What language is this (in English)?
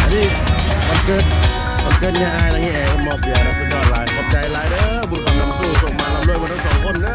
Lao